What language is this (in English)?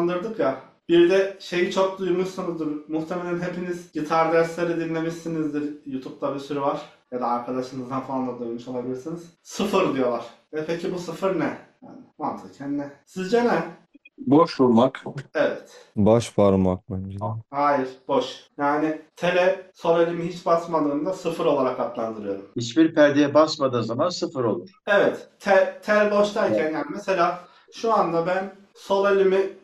Turkish